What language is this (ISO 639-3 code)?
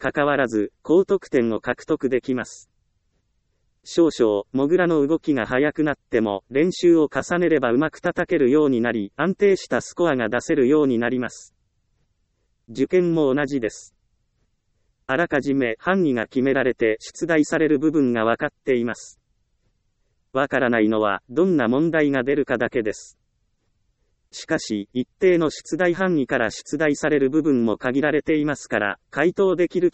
jpn